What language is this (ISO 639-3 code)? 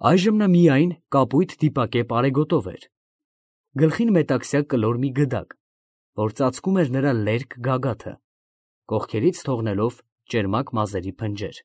hye